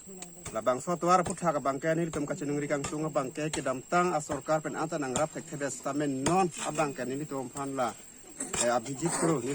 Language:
Karbi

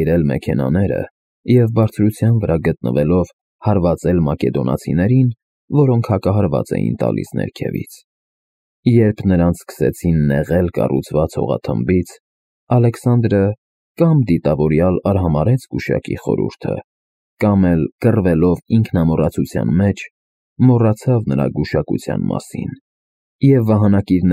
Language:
Armenian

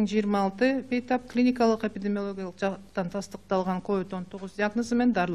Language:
Kyrgyz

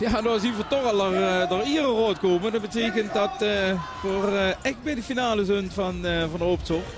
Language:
Limburgish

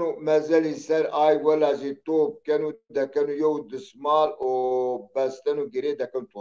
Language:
Zaza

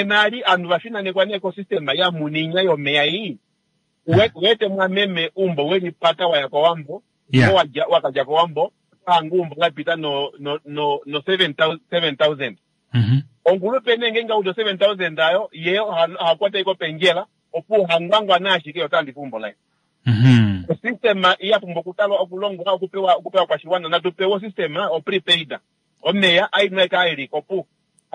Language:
Kuanyama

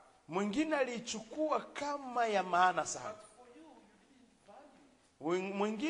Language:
Swahili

